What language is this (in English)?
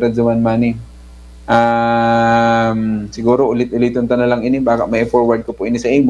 Bikol